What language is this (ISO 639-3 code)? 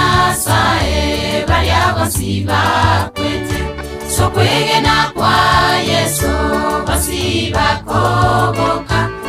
guz